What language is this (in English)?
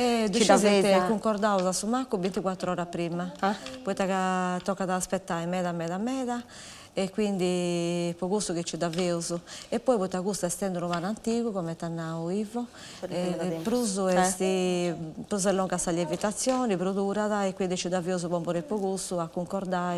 Sardinian